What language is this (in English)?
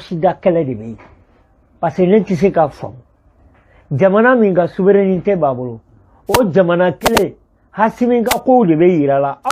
Bambara